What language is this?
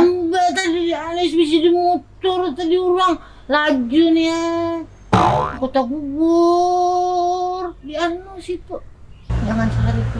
Banjar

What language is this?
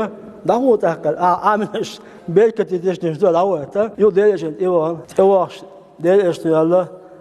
Chechen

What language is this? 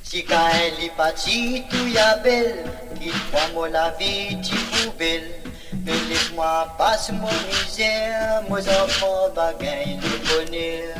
Morisyen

